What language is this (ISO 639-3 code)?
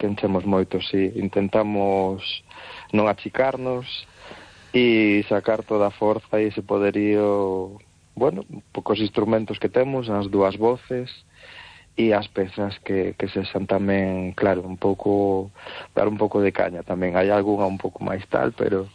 glg